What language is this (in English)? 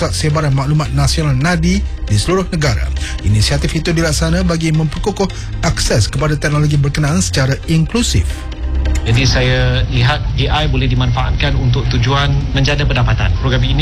Malay